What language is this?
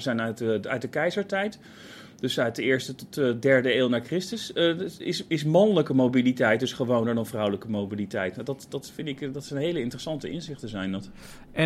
Dutch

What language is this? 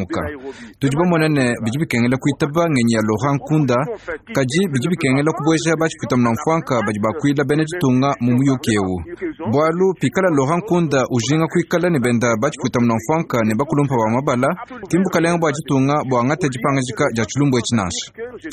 Luba-Lulua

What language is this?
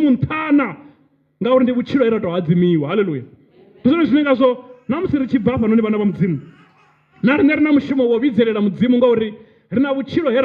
Venda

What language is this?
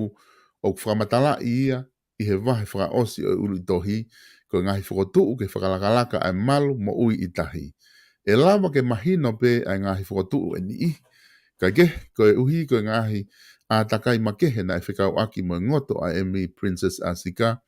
Tongan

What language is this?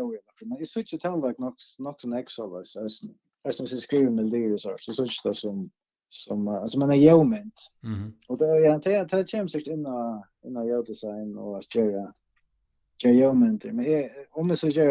Faroese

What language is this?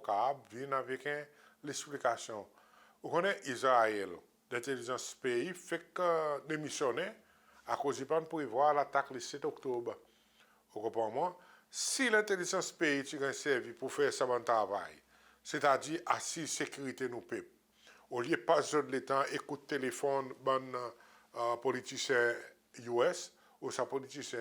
Seselwa Creole French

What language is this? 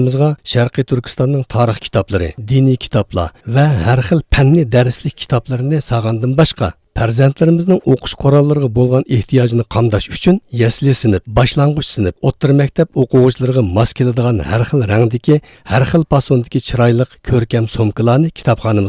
Uyghur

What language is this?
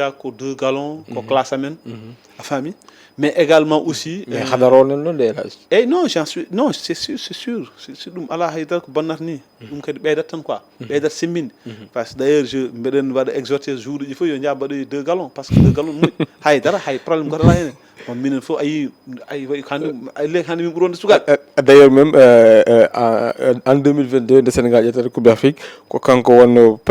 Fula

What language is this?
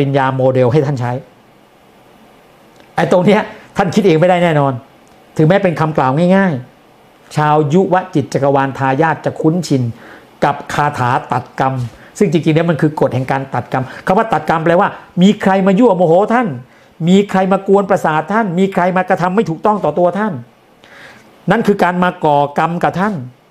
Thai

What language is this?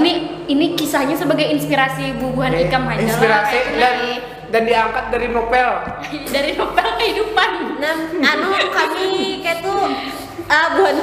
Banjar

